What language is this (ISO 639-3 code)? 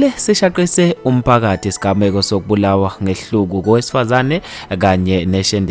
zul